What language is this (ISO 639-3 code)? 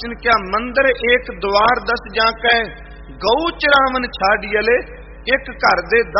pan